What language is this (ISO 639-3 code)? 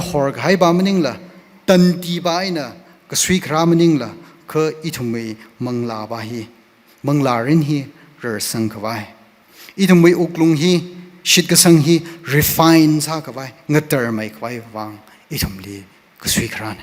nmf